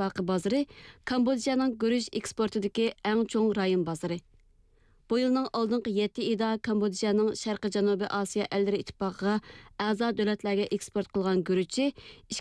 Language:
Uyghur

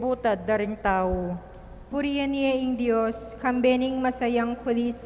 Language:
Pampanga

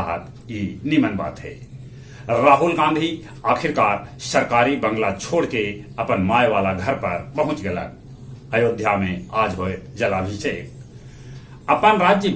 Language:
Magahi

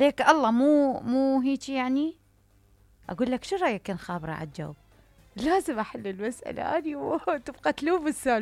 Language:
Mesopotamian Arabic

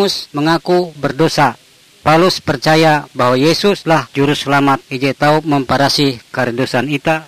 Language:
Ngaju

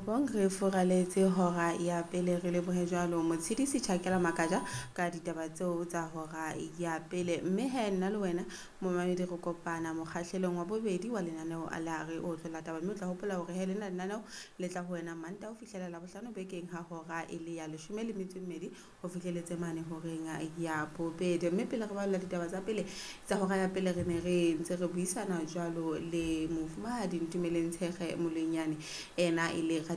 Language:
Southern Sotho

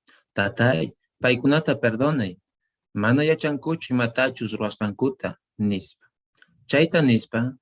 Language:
Quechua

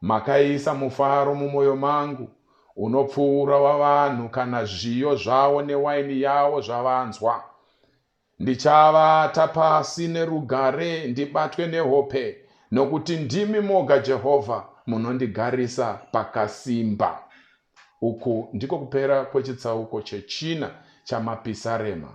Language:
Shona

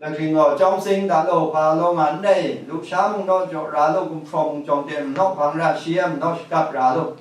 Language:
Kachin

